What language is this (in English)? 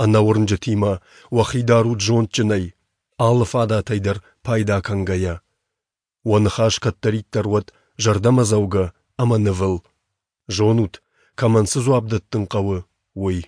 Ossetic